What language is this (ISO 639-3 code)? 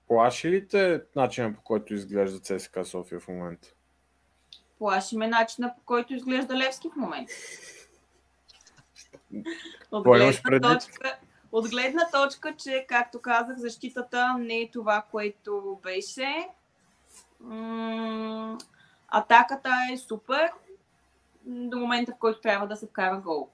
bul